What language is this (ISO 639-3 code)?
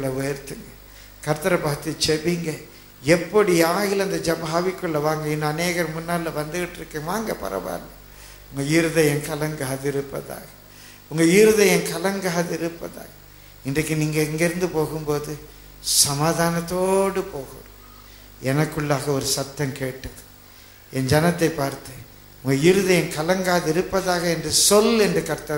tam